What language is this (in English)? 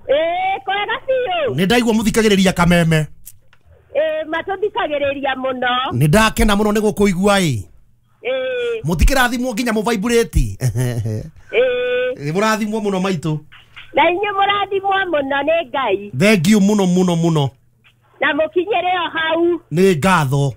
Kikuyu